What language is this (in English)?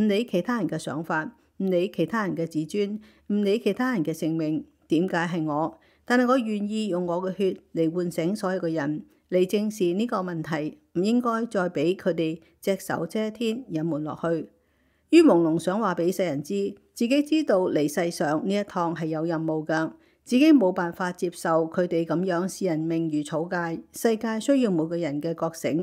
Cantonese